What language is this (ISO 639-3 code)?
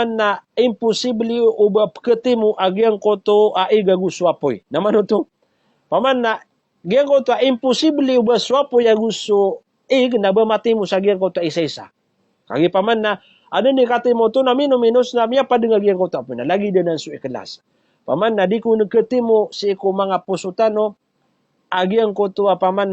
mrw